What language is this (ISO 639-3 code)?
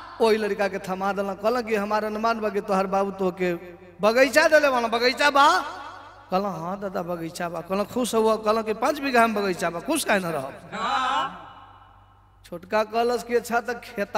bho